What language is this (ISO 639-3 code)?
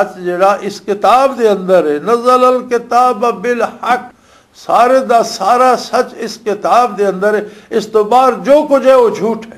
lah